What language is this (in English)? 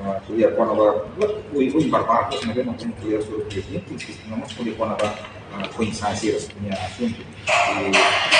Tetum